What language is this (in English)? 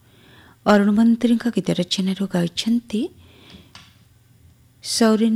Odia